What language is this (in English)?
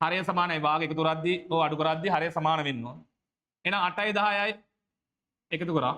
Sinhala